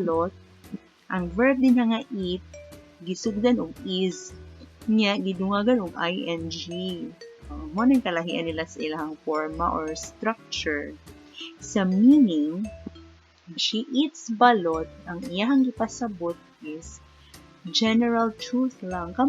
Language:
Cebuano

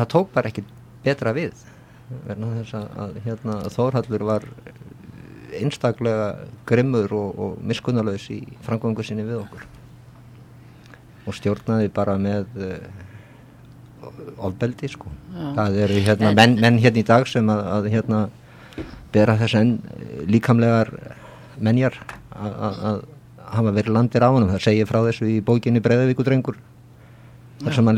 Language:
Icelandic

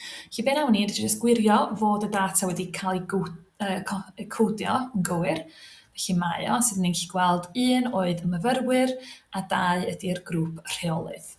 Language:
Welsh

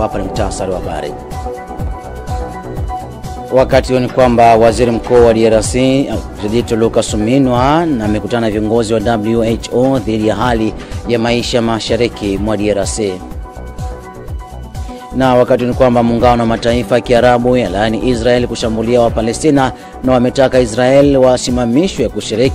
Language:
Swahili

